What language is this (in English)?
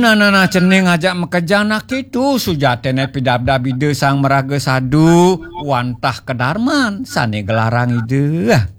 Balinese